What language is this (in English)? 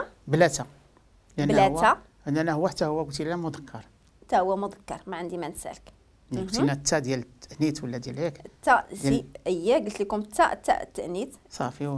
Moroccan Arabic